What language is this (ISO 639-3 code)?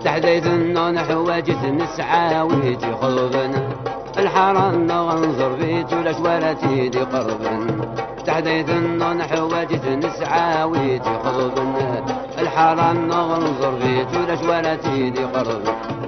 kab